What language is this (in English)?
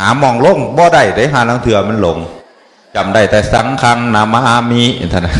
Northeastern Thai